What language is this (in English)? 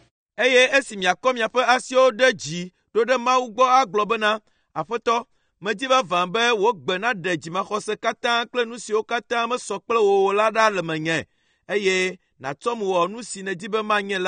Ewe